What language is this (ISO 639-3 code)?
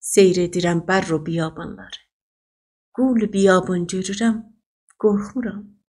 azb